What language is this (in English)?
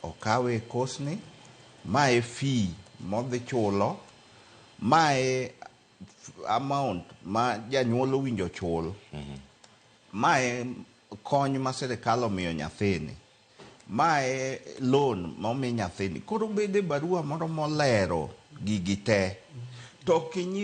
Luo (Kenya and Tanzania)